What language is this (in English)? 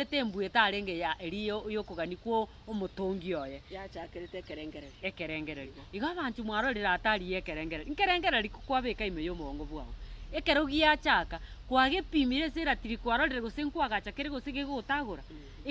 Gusii